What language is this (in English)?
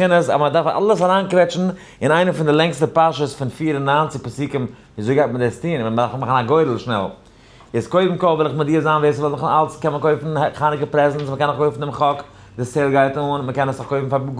Yiddish